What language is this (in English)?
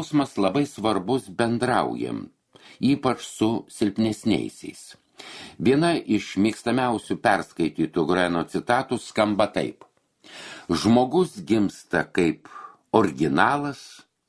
Lithuanian